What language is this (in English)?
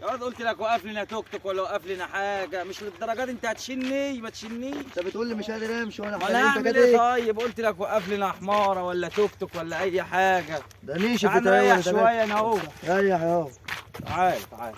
Egyptian Arabic